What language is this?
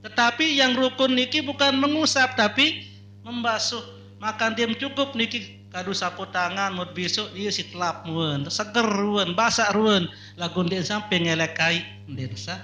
Sasak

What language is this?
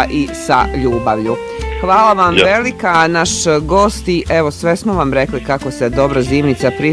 Bosnian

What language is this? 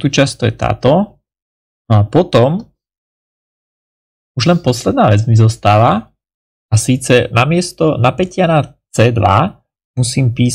Slovak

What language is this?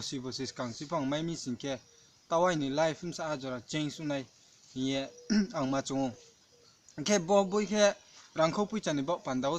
Riang (India)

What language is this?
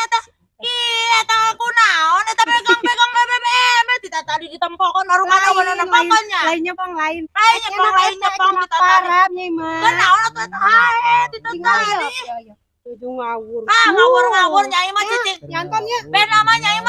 Sundanese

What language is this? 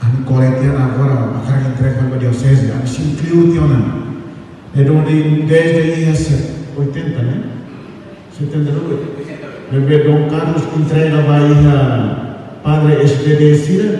Tetum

